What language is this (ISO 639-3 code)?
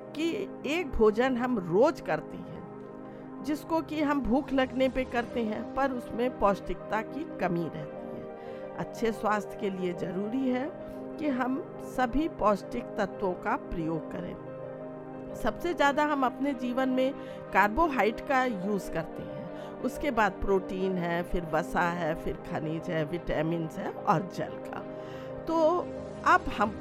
hin